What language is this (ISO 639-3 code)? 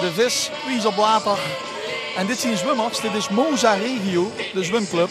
lim